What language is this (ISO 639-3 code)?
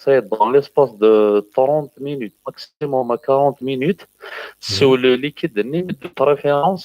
kab